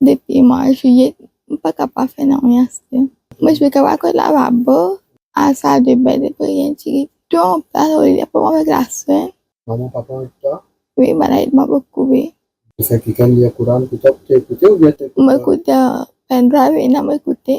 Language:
Morisyen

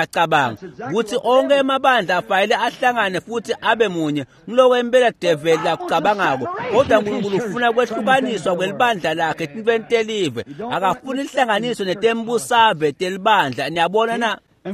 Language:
Swati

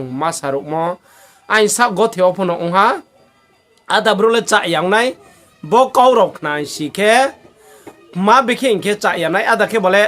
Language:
Riang (India)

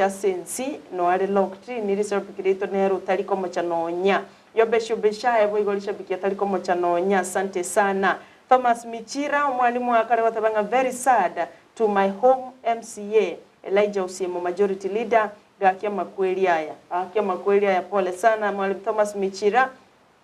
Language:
Gusii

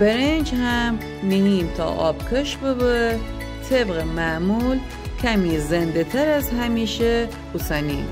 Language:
Gilaki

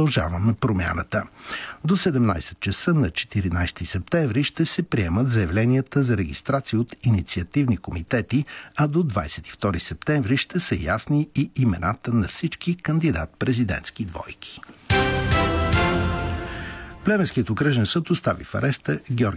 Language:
Bulgarian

